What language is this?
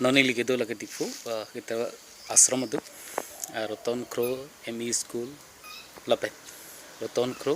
Karbi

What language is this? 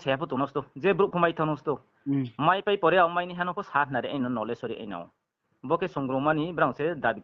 Riang (India)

